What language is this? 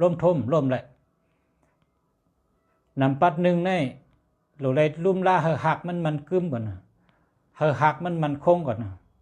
Shan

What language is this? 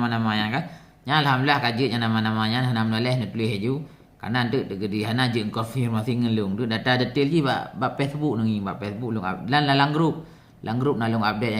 Achinese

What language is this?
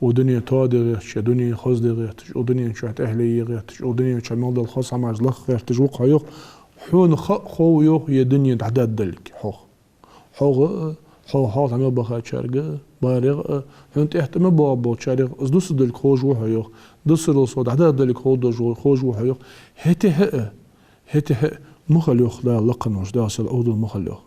Ingush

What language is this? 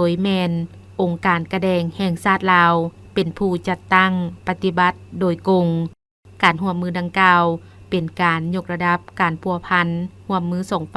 Lao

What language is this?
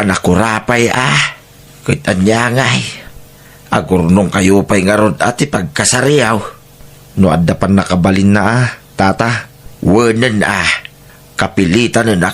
Iloko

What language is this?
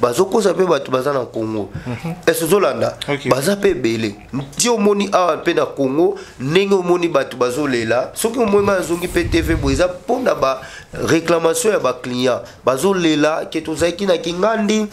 Lingala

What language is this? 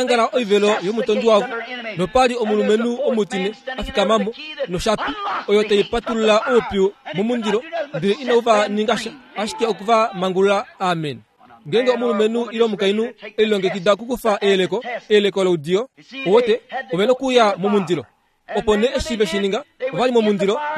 Kuanyama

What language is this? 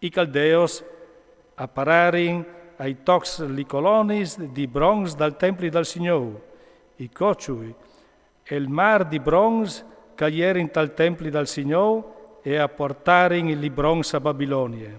Friulian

